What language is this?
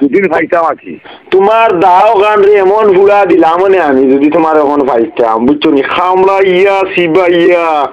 Sylheti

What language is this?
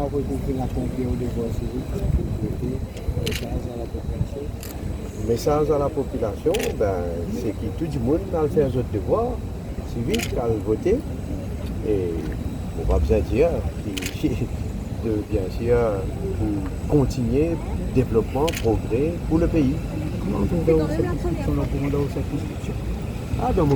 Morisyen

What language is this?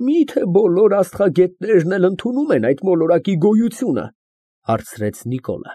Armenian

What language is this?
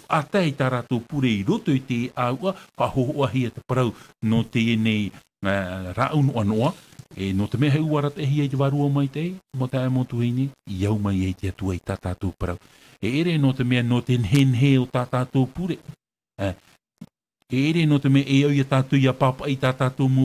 Tahitian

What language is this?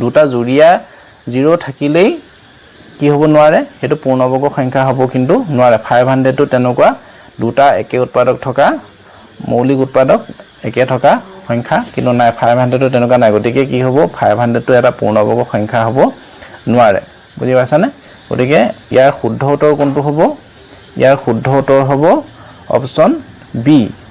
Assamese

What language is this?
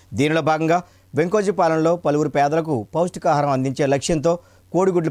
Telugu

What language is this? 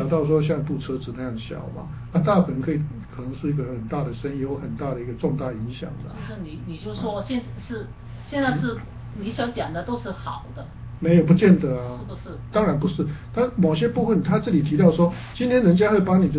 Chinese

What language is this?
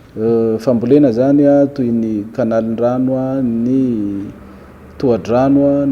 Malagasy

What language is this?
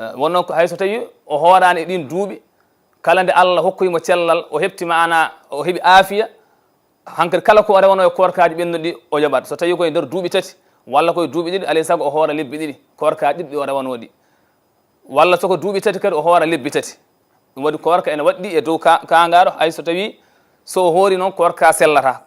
Fula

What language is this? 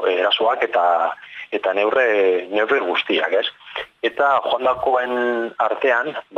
Basque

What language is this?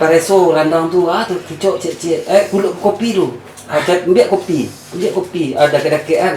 Minangkabau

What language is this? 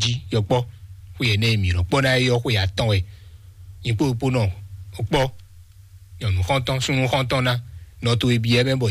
Fon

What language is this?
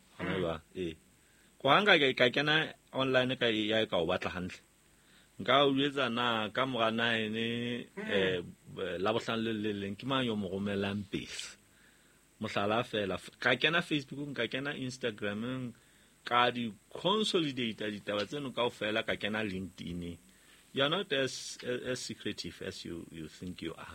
Southern Sotho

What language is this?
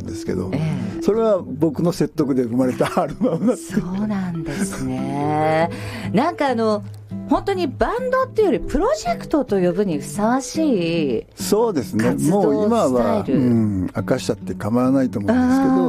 Japanese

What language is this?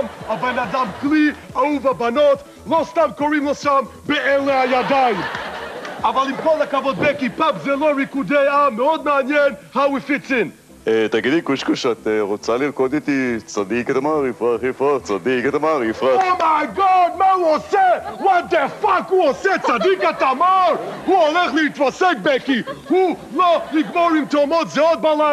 Hebrew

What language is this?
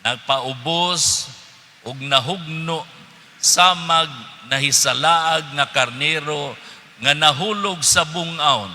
Cebuano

